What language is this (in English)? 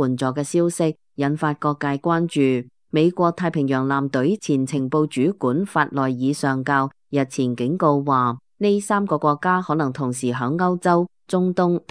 Cantonese